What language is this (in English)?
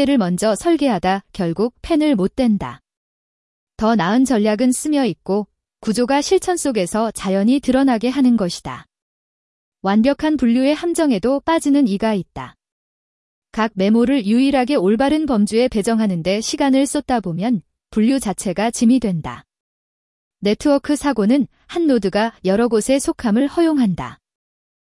Korean